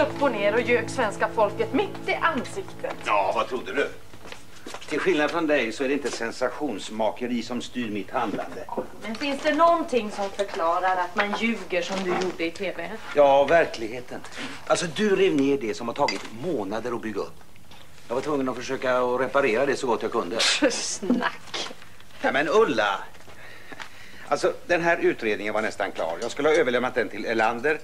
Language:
Swedish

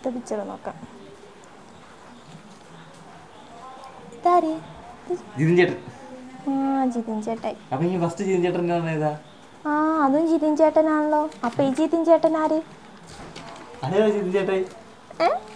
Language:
Malayalam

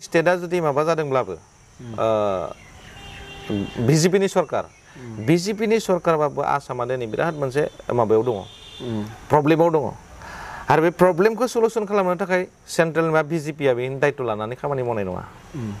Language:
Bodo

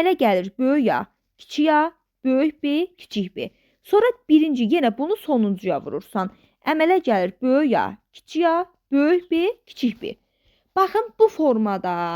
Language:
Azerbaijani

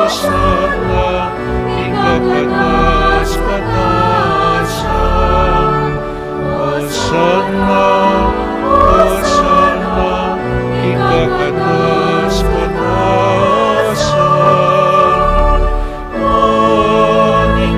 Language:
Pampanga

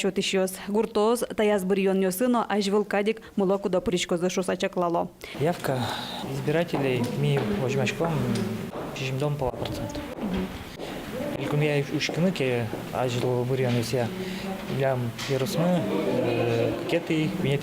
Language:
Udmurt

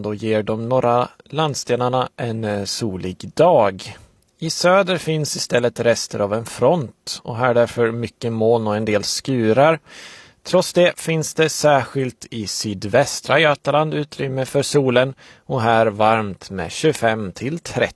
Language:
Swedish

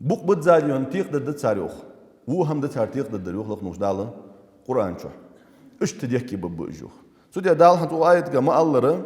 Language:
Ingush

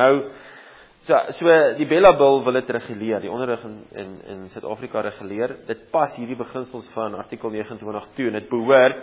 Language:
Afrikaans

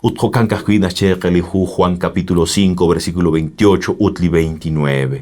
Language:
Kekchí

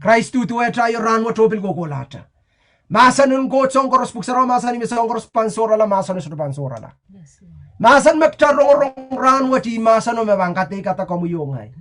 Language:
Pohnpeian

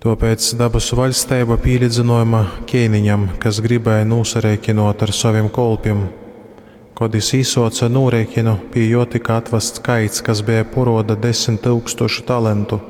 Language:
Latgalian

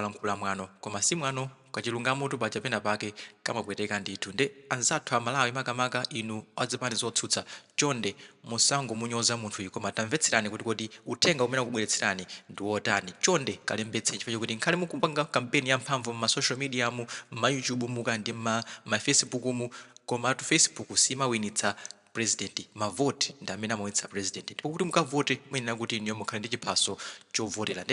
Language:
Nyanja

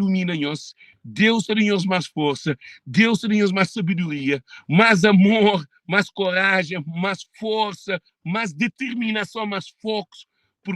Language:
Kabuverdianu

